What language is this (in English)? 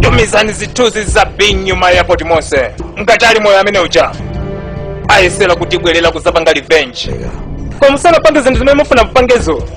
Nyanja